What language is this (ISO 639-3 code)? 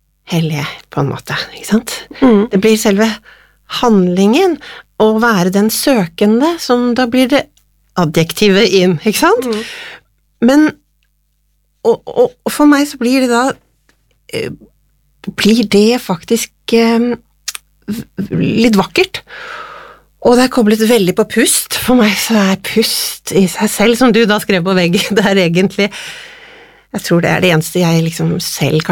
nor